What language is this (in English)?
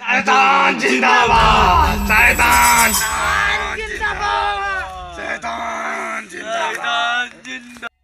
Awadhi